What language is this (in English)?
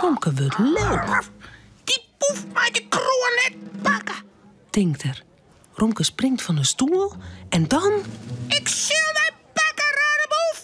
Western Frisian